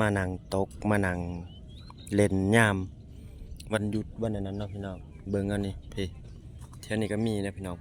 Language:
Lao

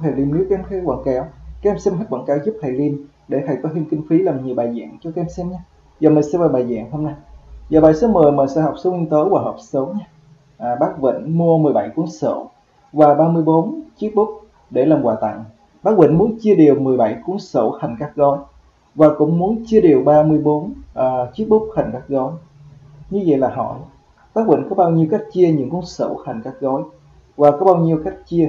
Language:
Vietnamese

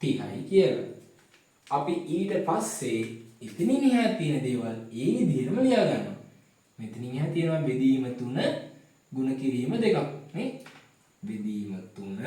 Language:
Sinhala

